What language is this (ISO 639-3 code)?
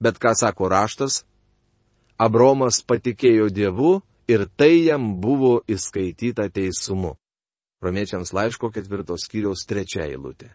lit